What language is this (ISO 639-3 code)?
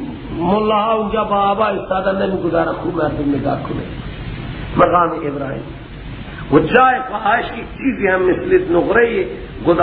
fas